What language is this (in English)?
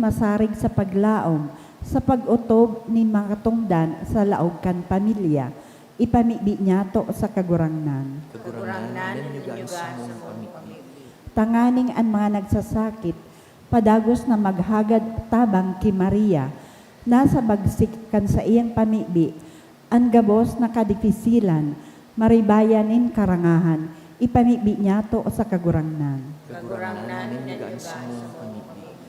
Bikol